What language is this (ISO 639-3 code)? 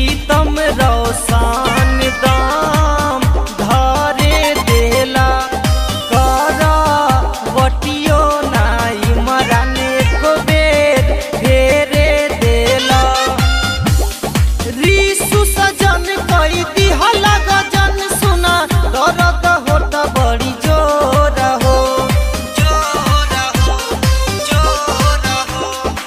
bho